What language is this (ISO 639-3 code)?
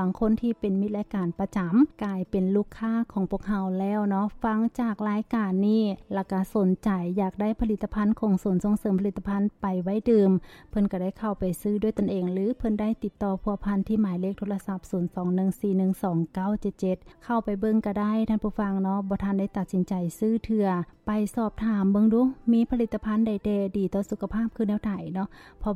lao